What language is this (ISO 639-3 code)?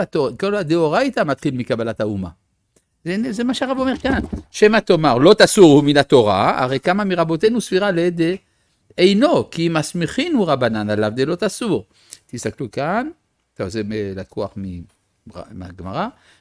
heb